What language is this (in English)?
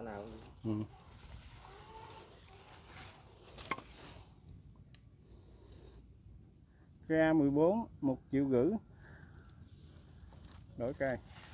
Vietnamese